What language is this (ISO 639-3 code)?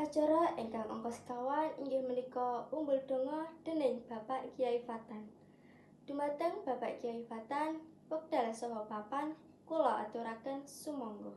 jav